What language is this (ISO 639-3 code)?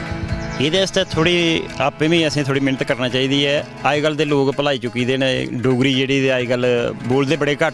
doi